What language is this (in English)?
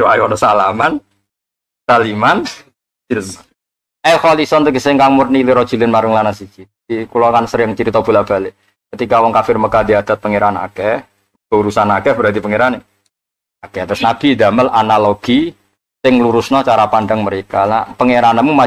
Javanese